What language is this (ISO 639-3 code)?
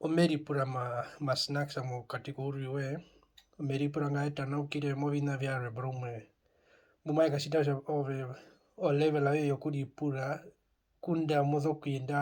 her